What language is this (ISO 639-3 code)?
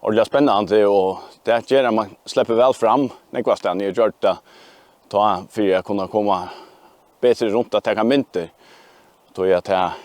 fao